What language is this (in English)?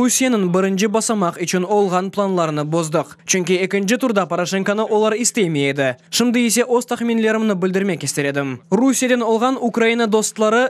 Crimean Tatar